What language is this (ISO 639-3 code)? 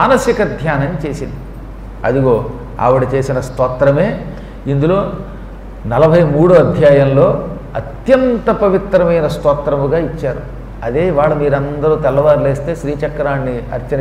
tel